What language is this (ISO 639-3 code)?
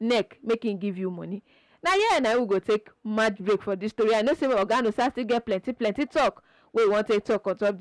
pcm